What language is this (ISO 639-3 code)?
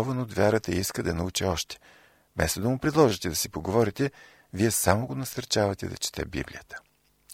bul